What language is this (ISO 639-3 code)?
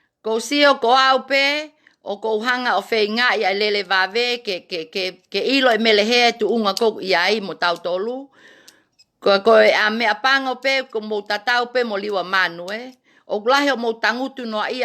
ton